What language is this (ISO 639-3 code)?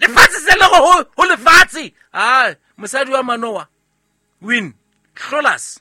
sot